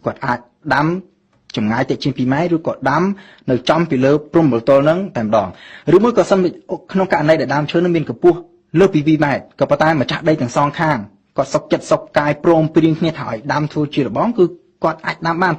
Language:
Khmer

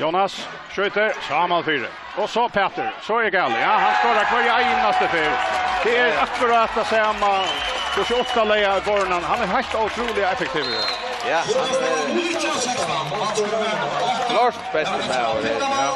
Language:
Faroese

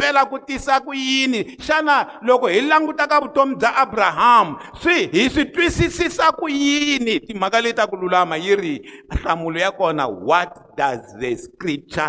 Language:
Tsonga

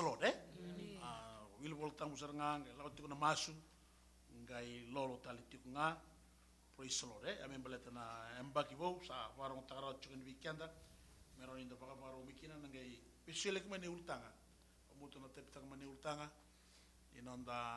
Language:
Fijian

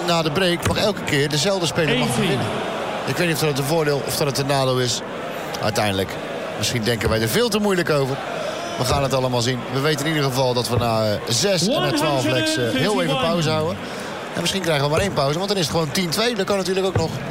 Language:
Dutch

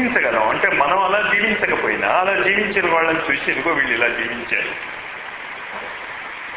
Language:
Telugu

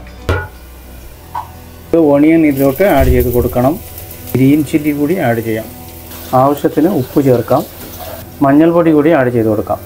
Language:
Malayalam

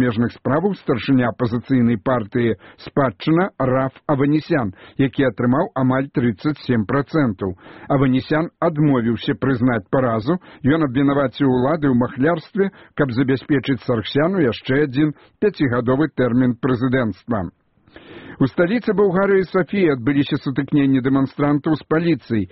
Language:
Belarusian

